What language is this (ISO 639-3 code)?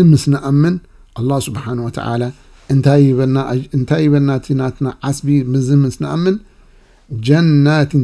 tir